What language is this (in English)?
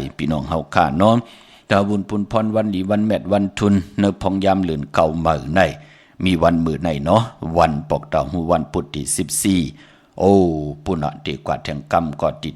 Shan